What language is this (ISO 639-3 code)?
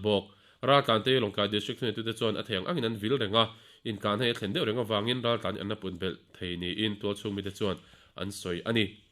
lus